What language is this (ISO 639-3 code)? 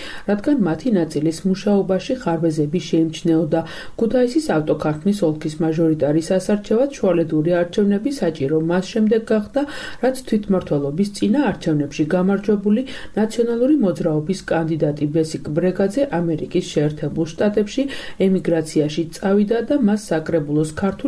kat